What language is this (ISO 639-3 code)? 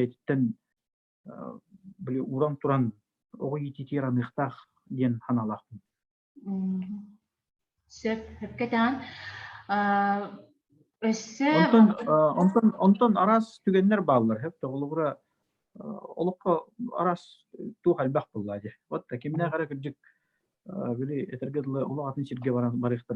sah